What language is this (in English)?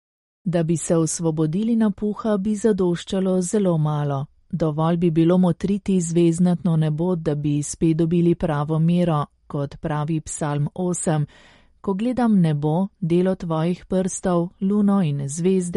Slovenian